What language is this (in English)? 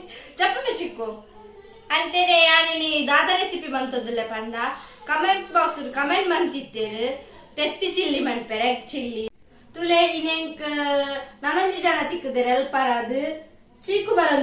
Tulu